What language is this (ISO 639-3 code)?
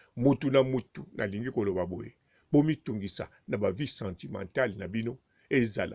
lin